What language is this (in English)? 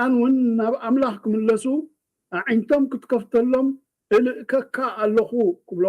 Tigrinya